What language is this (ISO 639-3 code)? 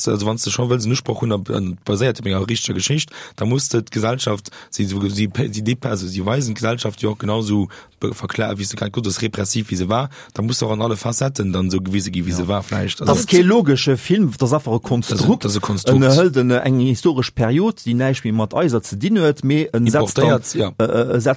ltz